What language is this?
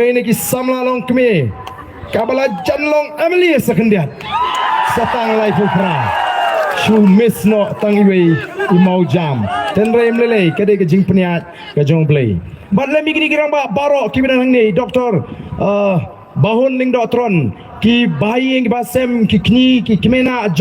Khasi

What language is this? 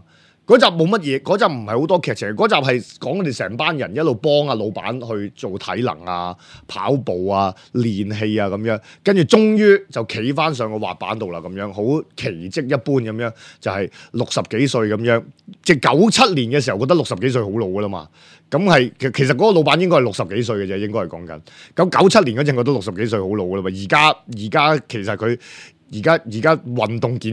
Cantonese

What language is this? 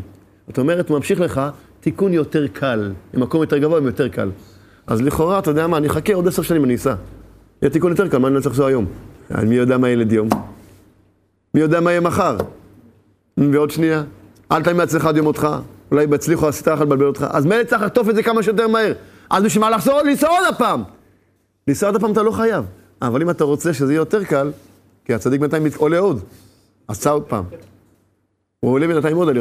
Hebrew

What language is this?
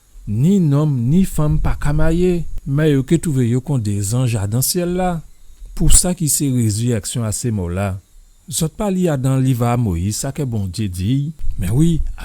Guadeloupean Creole French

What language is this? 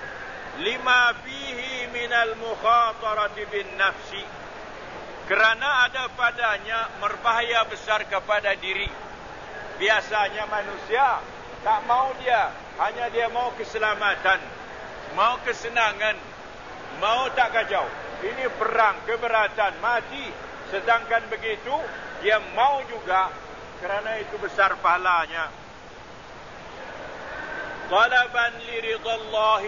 Malay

